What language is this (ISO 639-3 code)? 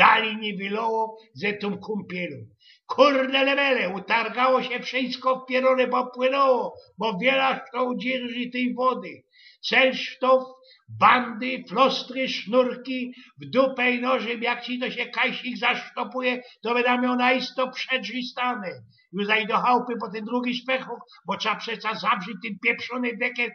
szl